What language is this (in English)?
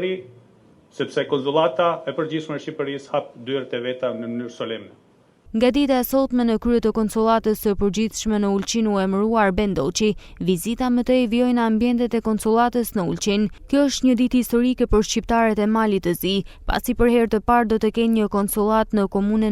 Albanian